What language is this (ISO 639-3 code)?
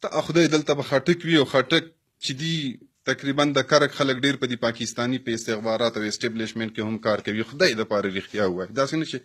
pus